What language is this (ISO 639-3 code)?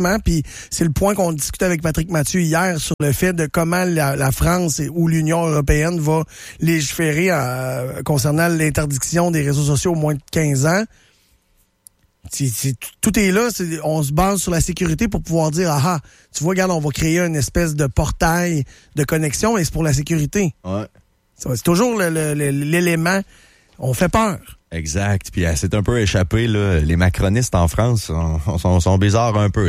fra